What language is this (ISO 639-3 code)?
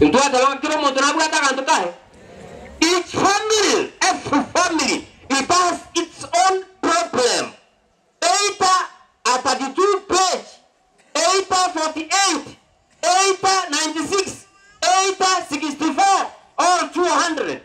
guz